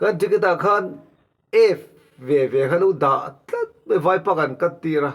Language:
Mizo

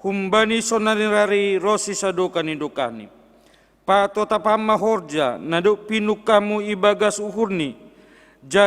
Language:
Batak Simalungun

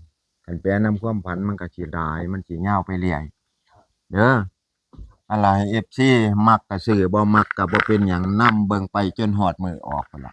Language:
Northeastern Thai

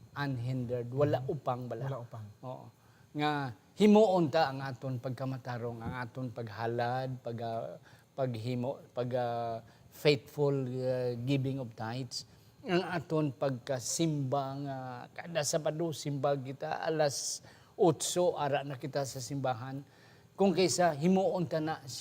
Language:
Hiligaynon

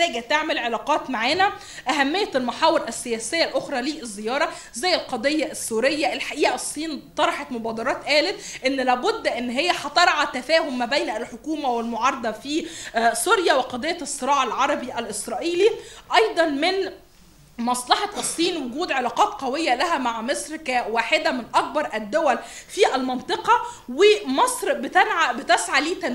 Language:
Egyptian Arabic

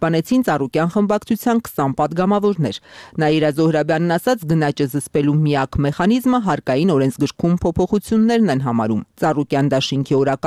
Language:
Armenian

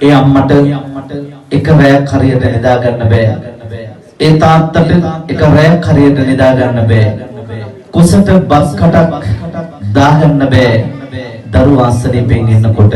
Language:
Sinhala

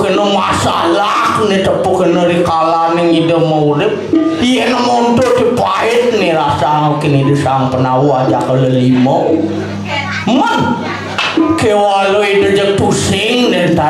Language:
Balinese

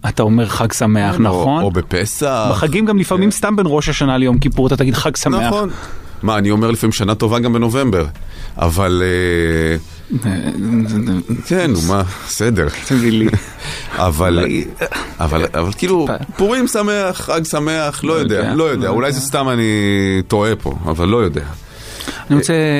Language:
Hebrew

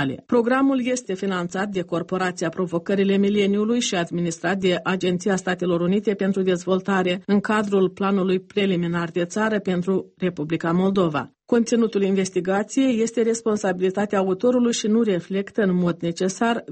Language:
Romanian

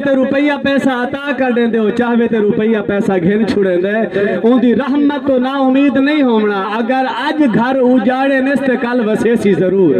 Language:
Saraiki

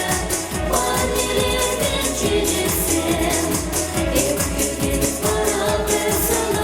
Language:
Chuvash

